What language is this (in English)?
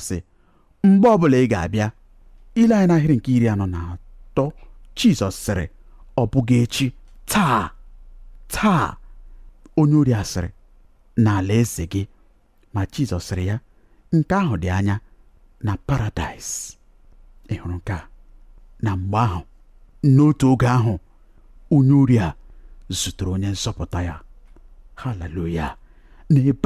Igbo